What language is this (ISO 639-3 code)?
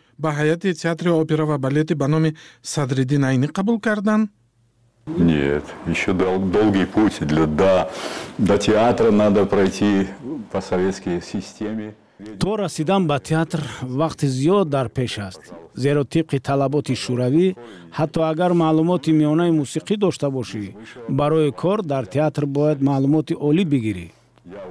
tgk